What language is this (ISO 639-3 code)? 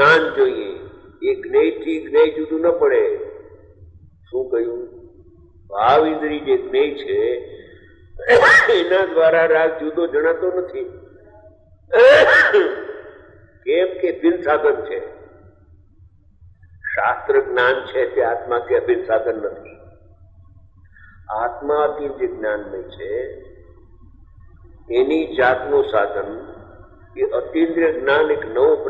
guj